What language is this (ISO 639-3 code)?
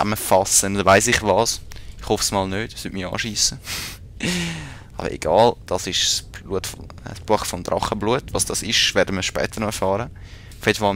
gsw